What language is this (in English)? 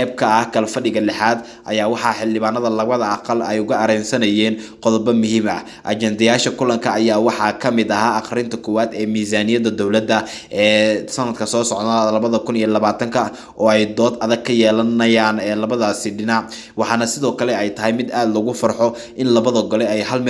Somali